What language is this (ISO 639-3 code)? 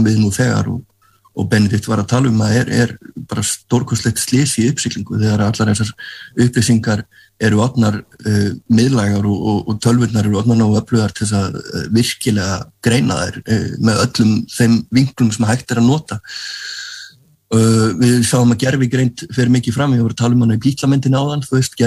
isl